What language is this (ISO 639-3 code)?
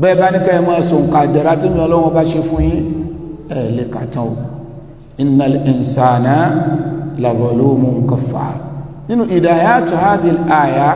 yor